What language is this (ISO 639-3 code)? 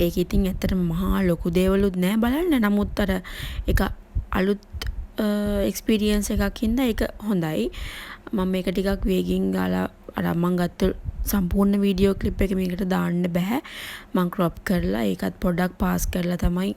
sin